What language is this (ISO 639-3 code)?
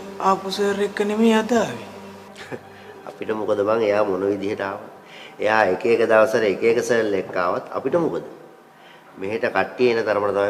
sin